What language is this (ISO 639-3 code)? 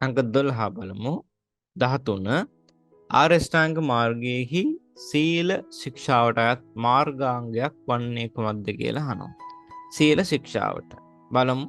sin